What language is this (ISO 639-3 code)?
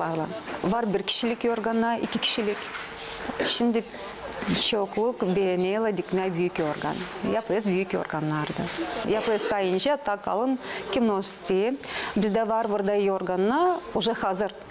gag